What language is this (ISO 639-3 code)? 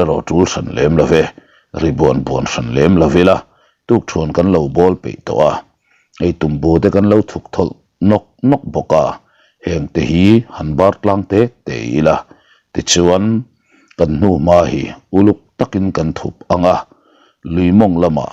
lus